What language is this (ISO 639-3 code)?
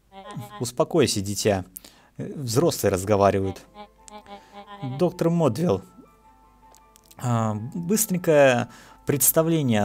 rus